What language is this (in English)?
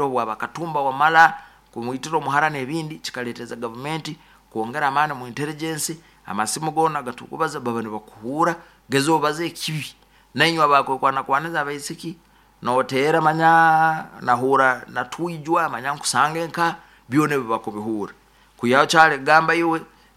Nyoro